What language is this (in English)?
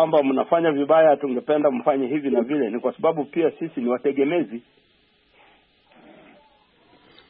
Swahili